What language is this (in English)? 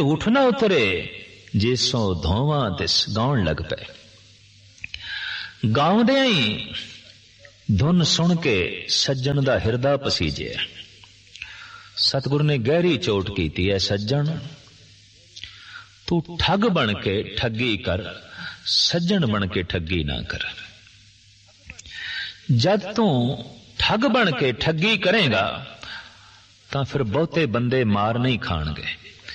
Punjabi